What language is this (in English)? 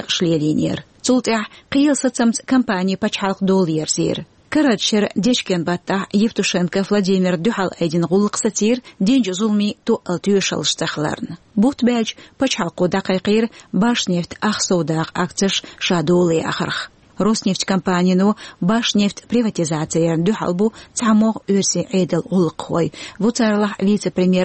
Chechen